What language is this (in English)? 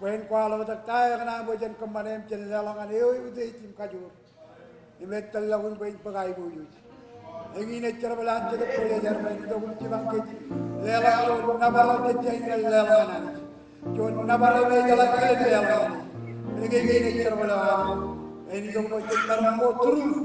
Marshallese